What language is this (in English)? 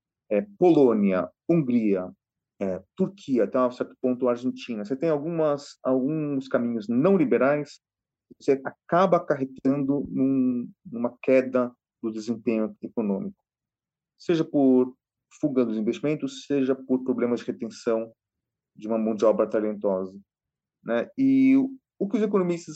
Portuguese